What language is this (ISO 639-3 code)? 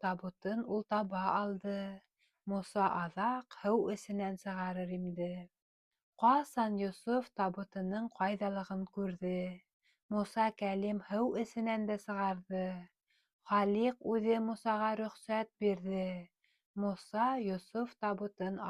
bak